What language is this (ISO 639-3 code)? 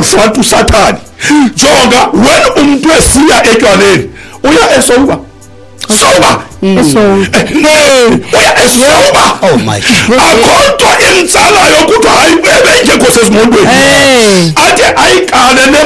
xho